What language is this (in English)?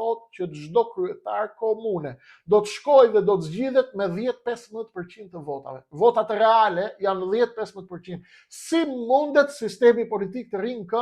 Albanian